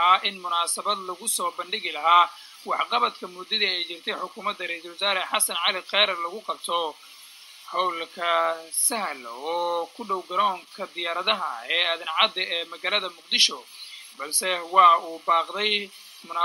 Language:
Somali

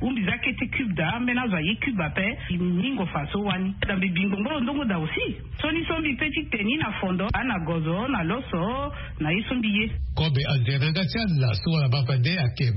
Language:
Sango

